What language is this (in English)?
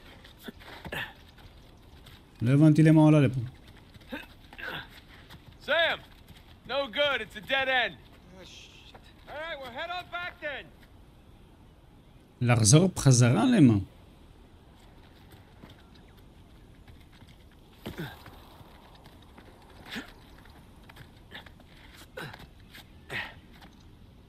Hebrew